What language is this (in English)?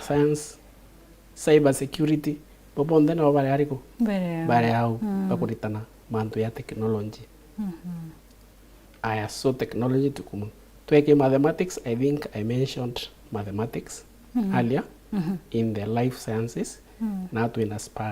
Meru